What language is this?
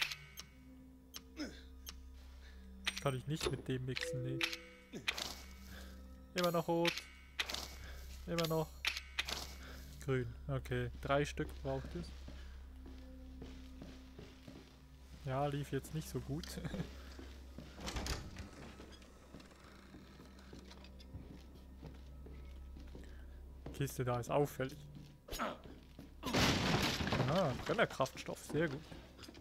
German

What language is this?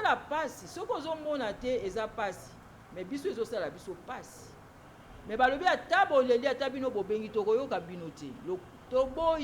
Lingala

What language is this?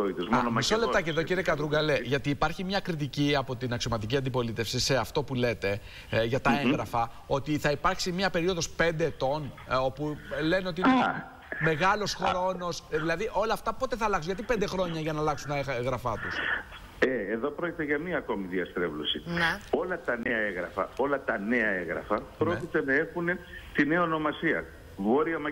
Greek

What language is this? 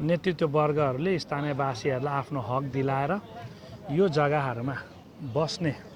Nepali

